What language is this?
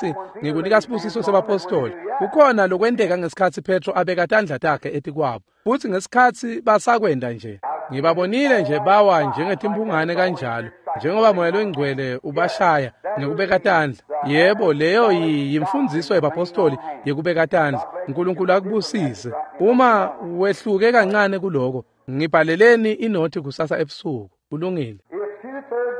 Swati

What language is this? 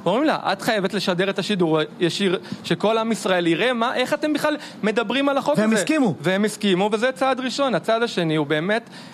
Hebrew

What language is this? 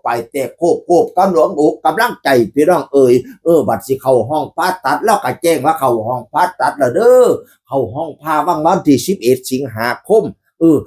Northeastern Thai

